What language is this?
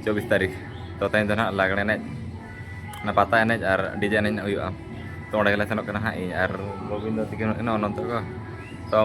Santali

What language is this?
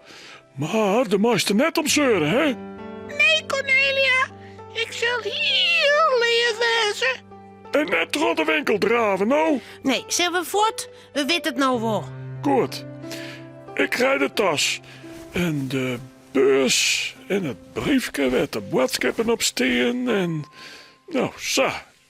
Western Frisian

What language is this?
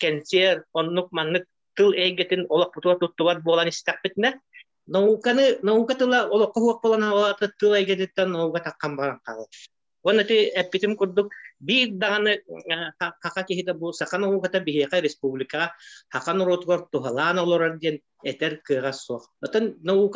Yakut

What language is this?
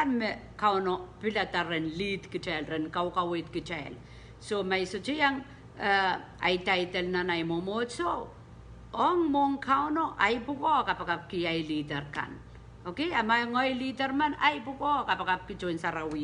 Pohnpeian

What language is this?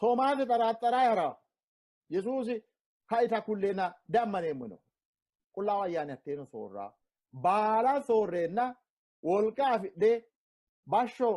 Sidamo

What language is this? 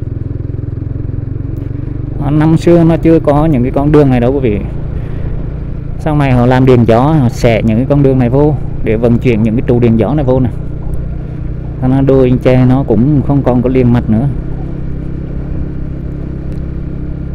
Vietnamese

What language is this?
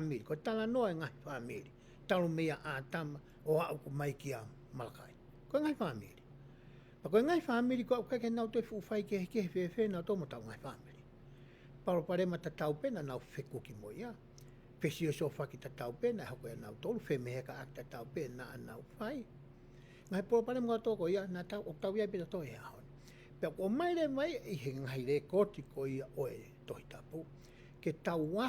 Tongan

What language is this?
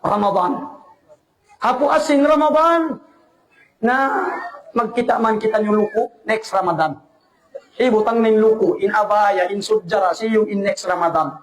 Tausug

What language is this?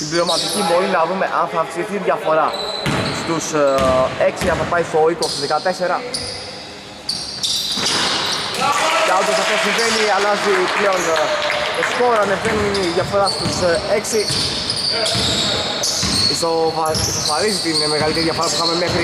Greek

